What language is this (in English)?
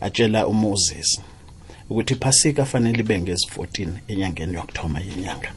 South Ndebele